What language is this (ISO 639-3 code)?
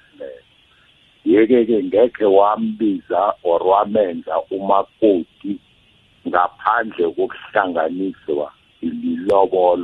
nbl